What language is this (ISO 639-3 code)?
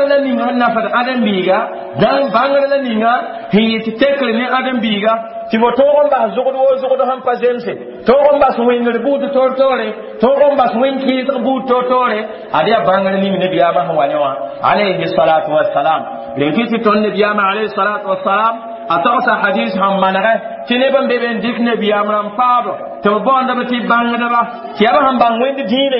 mos